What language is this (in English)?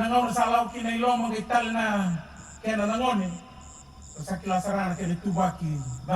Fijian